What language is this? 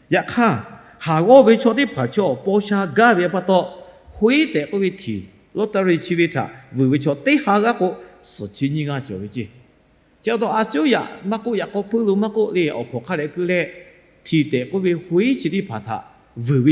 Lahu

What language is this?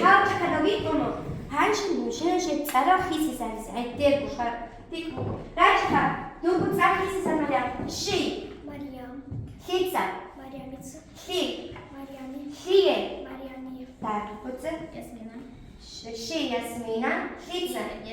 Avaric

